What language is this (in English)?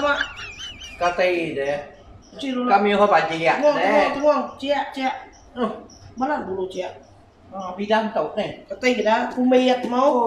Iban